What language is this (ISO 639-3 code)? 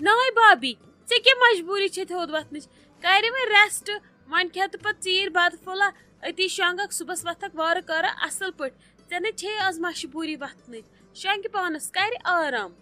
kas